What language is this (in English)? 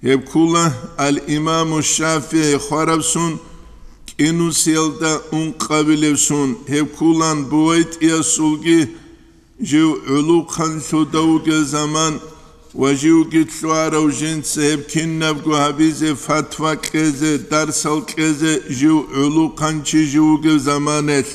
Avaric